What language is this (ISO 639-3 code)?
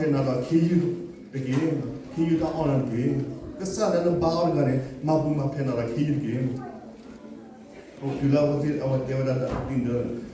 ksw